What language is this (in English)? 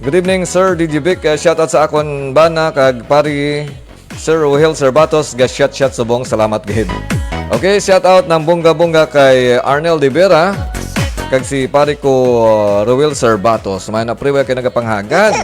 Hiligaynon